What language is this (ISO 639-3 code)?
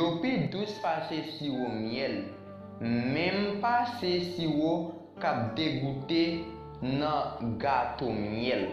hat